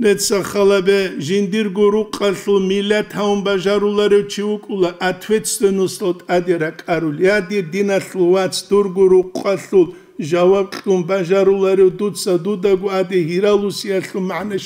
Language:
Avaric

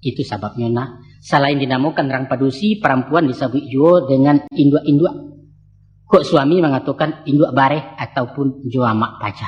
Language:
Minangkabau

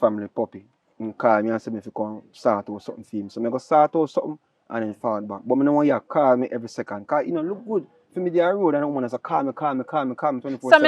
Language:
Jamaican Creole English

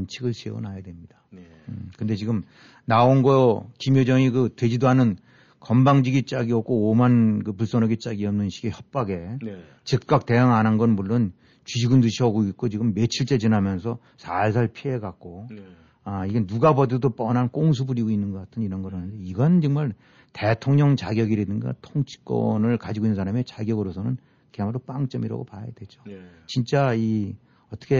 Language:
Korean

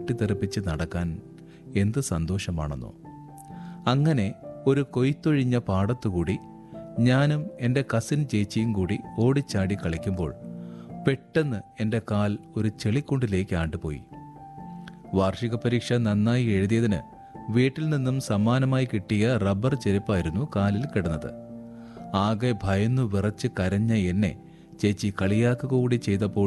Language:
Malayalam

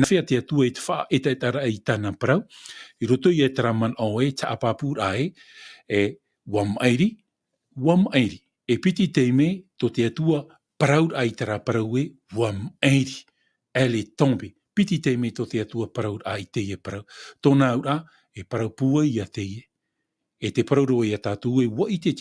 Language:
Tahitian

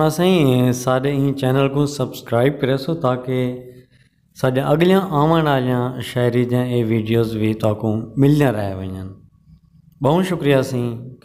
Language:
Saraiki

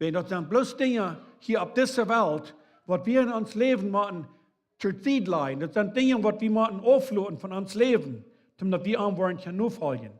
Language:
Plautdietsch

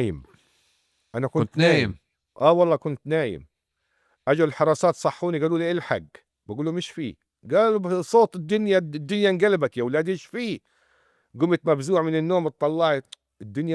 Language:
North Levantine Arabic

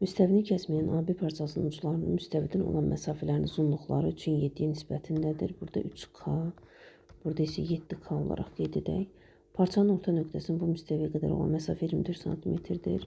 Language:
Azerbaijani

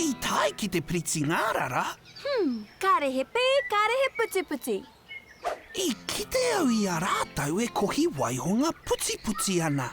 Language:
Māori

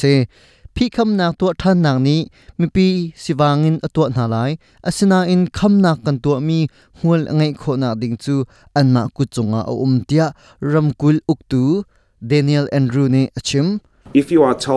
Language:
Hakha Chin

